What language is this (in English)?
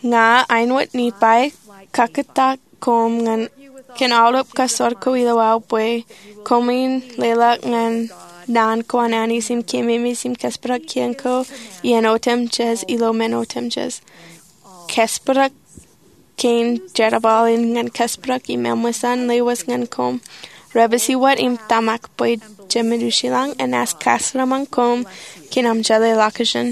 Marshallese